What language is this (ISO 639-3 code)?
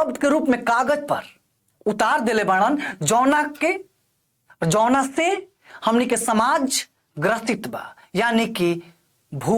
bho